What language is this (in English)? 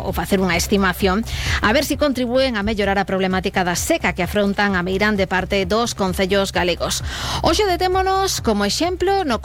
Galician